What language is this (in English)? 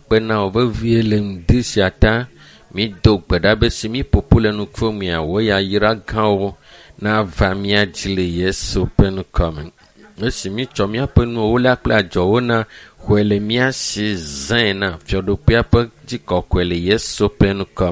Ewe